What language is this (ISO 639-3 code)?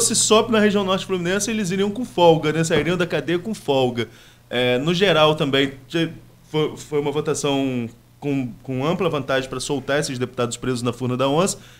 por